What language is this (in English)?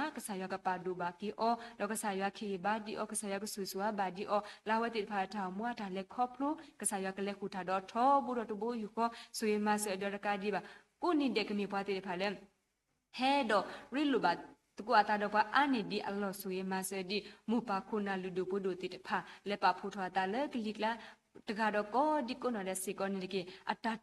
S'gaw Karen